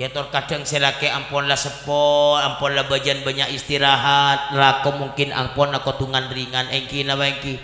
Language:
Madurese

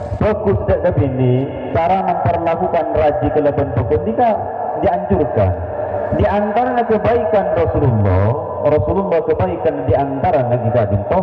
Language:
Madurese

